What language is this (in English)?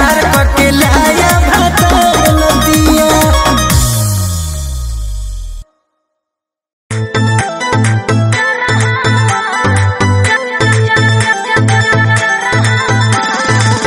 Bhojpuri